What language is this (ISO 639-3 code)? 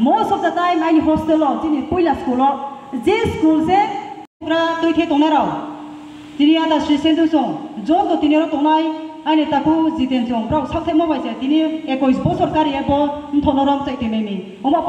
trp